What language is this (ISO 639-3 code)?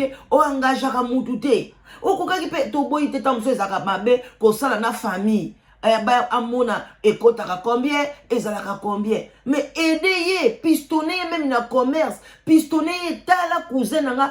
lin